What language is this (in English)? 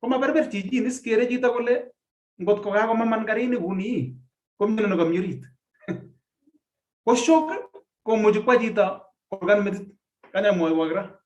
Kalenjin